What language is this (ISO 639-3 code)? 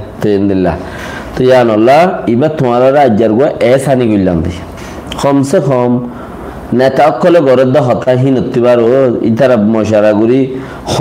rhg